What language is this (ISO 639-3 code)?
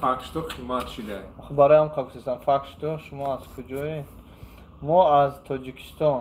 tgk